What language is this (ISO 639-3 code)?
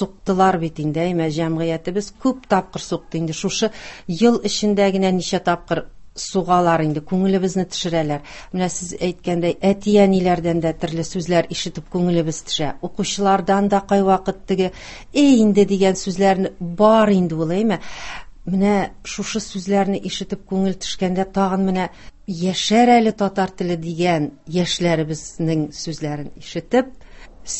tat